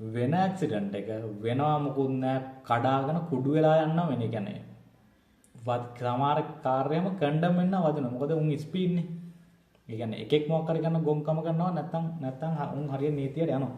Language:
Sinhala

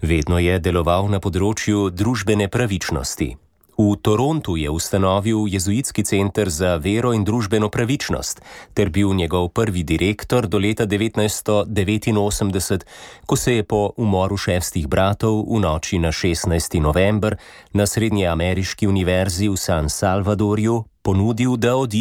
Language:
Slovenian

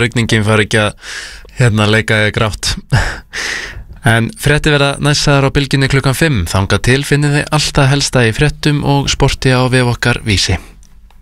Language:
Icelandic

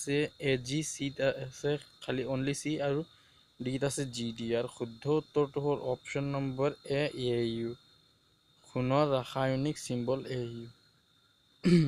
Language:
Assamese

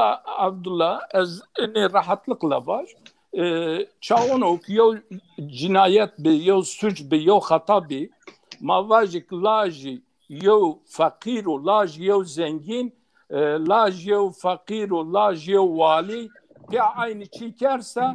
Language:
Zaza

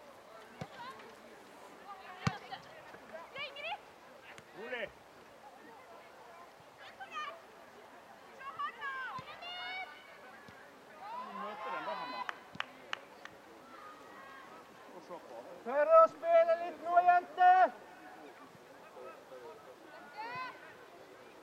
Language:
Norwegian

